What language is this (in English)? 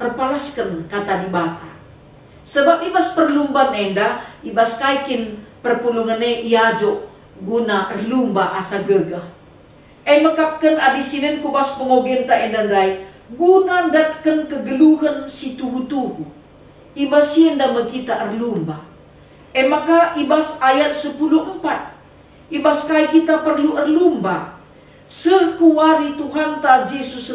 Batak Karo